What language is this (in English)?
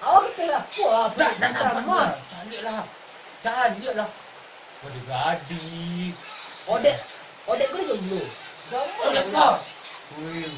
Minangkabau